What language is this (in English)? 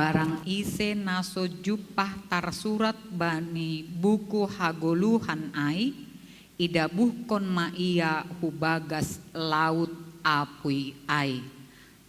Batak Simalungun